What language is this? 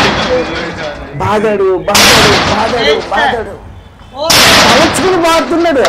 Telugu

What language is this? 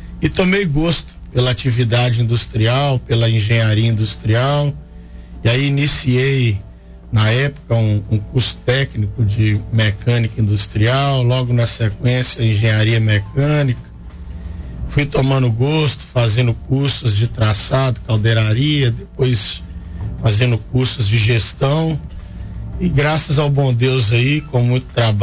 Portuguese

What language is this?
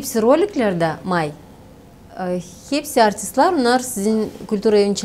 Gagauz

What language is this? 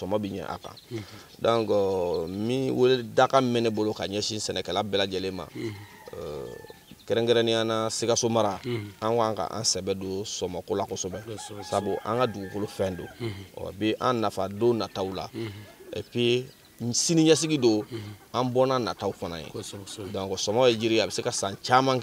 Bambara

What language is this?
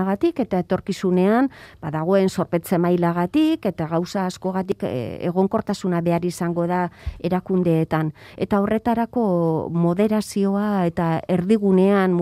Basque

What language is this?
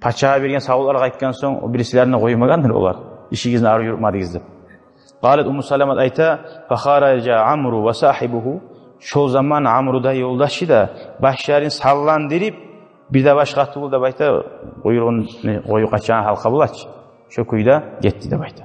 Kumyk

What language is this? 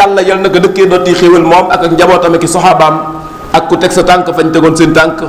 Wolof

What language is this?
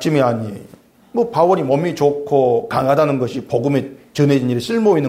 Korean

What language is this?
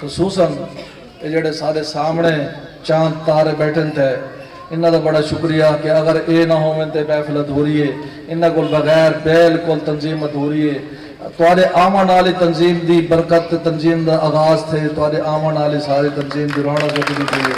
Saraiki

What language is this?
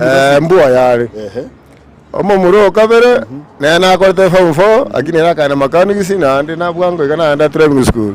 Gusii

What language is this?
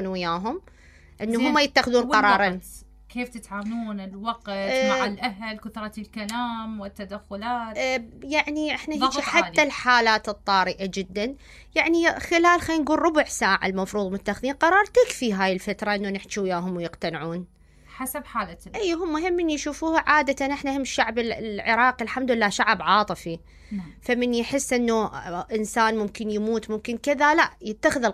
Mesopotamian Arabic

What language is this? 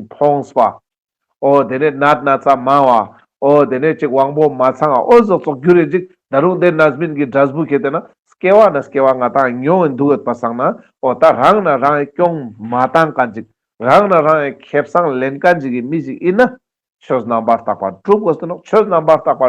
Ladakhi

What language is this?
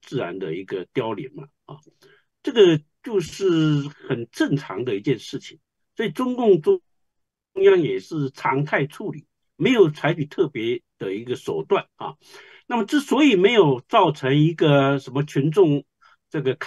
Chinese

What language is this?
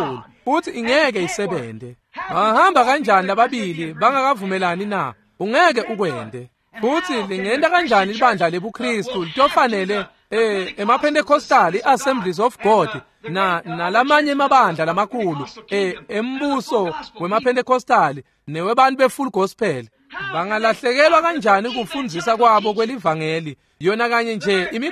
Swati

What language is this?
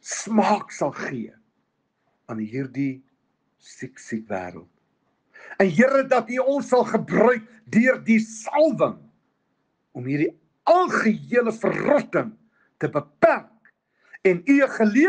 Afrikaans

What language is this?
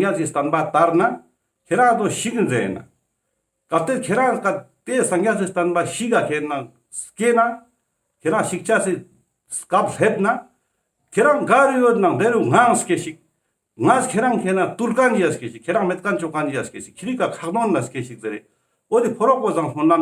Ladakhi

